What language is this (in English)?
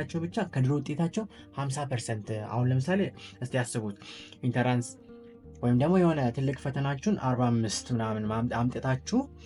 Amharic